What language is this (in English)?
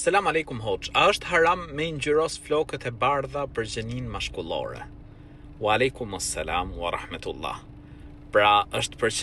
Albanian